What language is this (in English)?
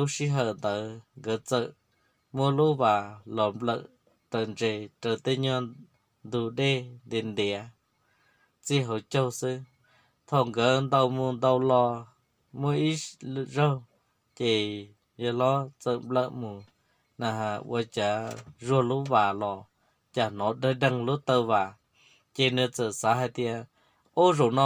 Hmong